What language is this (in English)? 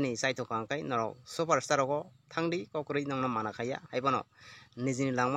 Kok Borok